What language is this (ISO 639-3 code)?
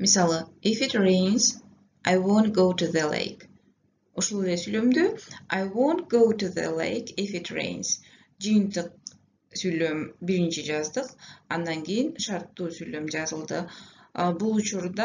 kir